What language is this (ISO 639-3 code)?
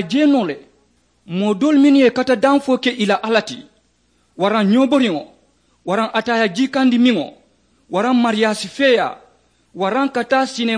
man